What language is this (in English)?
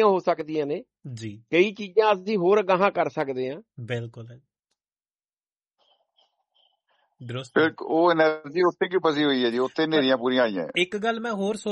Punjabi